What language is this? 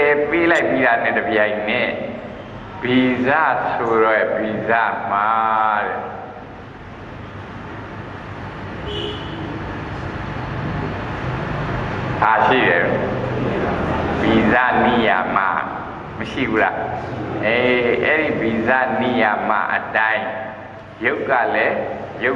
Burmese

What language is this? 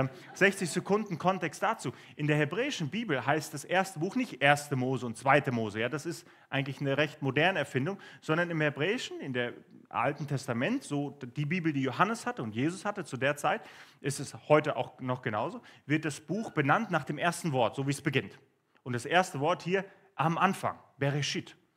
Swiss German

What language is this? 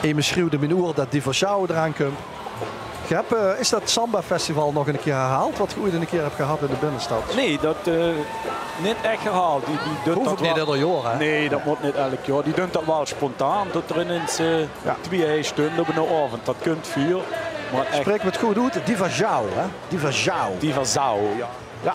Limburgish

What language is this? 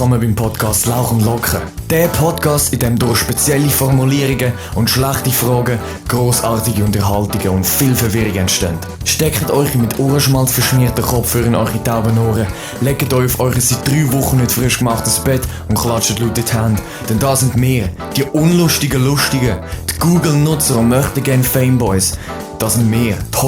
Swiss German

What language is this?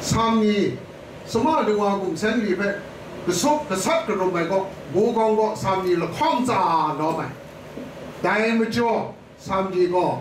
Kachin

